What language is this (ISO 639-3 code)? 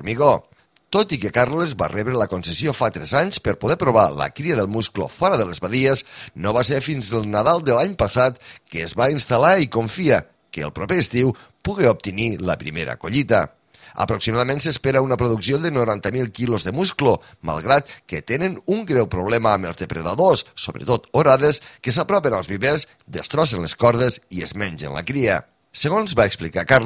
cat